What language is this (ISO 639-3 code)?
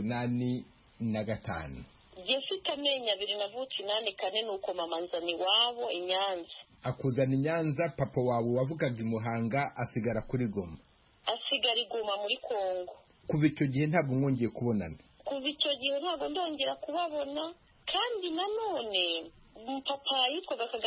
kin